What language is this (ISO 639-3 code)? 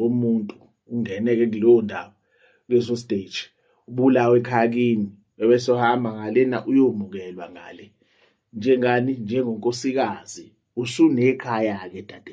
zul